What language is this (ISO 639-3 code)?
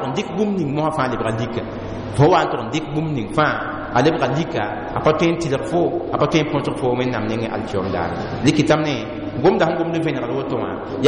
mos